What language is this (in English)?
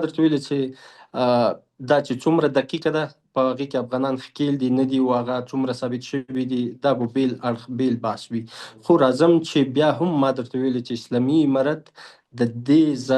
Pashto